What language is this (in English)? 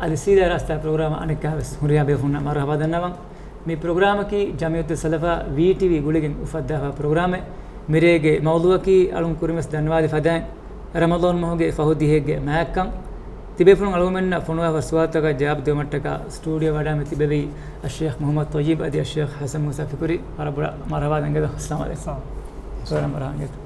Divehi